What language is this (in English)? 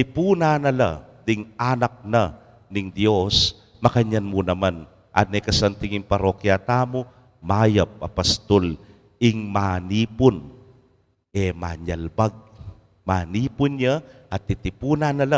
Pampanga